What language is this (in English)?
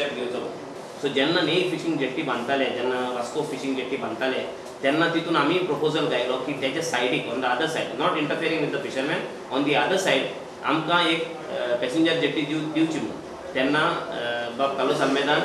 Konkani